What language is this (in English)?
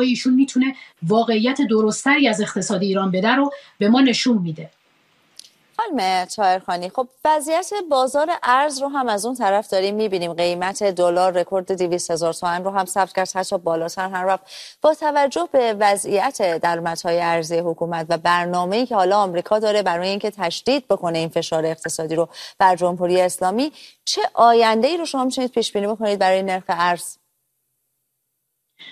Persian